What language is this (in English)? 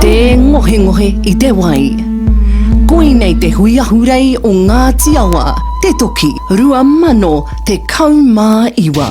Māori